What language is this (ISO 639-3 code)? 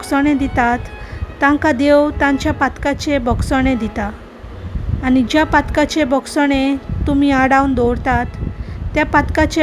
kok